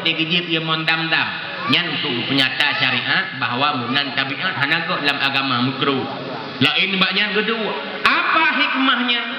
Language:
Achinese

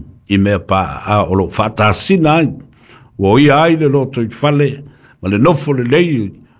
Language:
Samoan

